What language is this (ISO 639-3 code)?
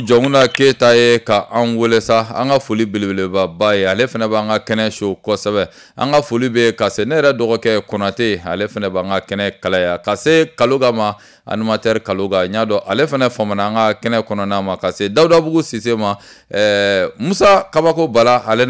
bam